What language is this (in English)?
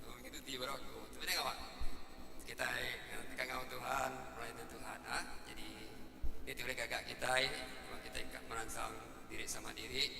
Iban